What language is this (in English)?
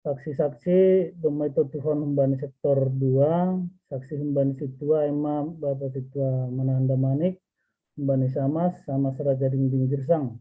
Batak Simalungun